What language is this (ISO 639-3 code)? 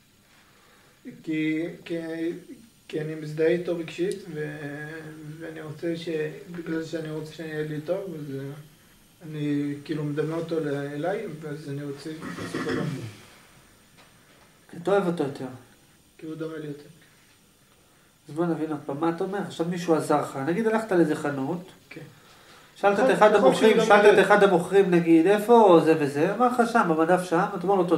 heb